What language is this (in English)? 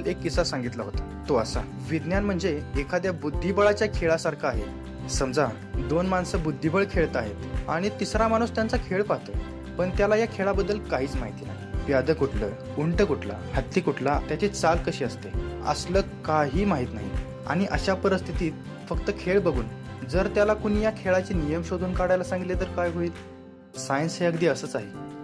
Marathi